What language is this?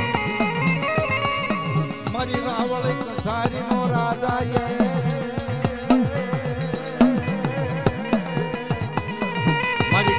Gujarati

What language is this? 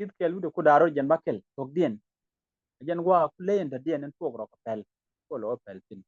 Nuer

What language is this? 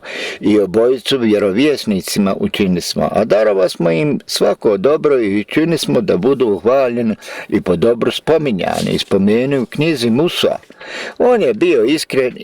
Bosnian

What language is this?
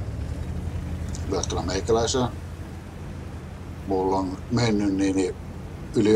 Finnish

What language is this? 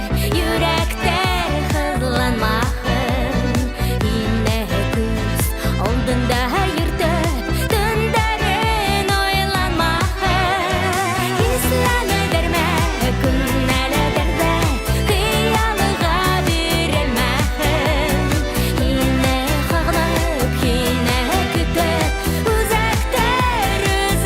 Bashkir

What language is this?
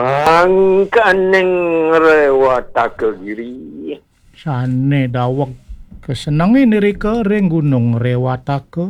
Balinese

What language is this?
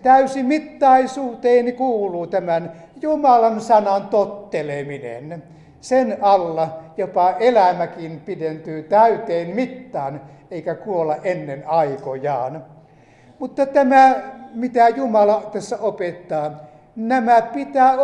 Finnish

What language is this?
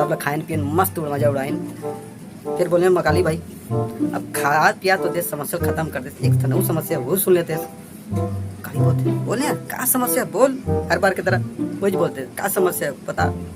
Chhattisgarhi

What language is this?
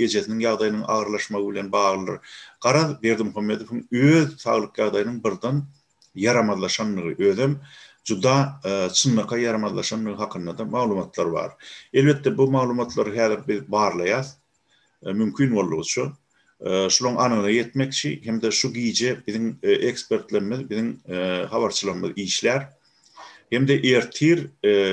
Turkmen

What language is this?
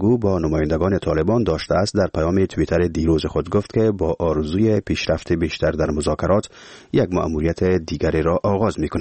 Persian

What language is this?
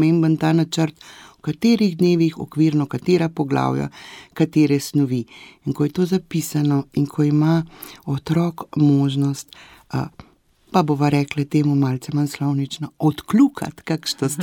Slovenian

